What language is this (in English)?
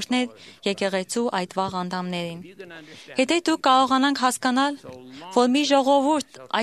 Armenian